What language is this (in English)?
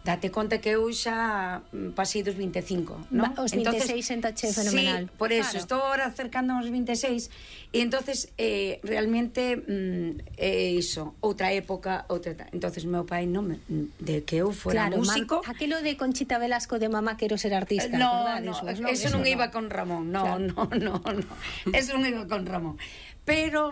Galician